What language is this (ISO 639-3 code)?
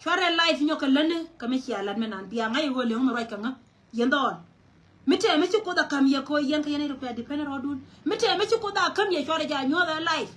nus